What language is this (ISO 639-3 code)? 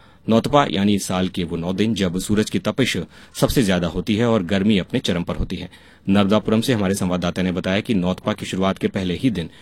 hin